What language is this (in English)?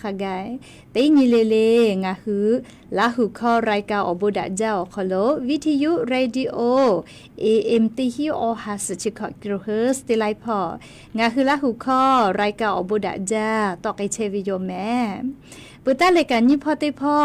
Lahu